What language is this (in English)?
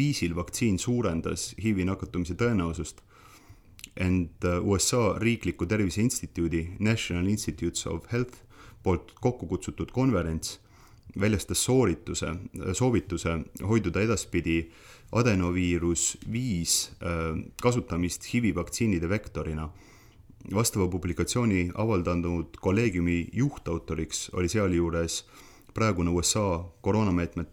Estonian